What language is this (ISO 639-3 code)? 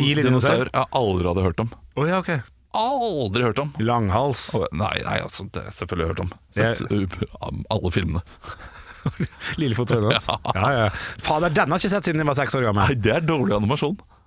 nor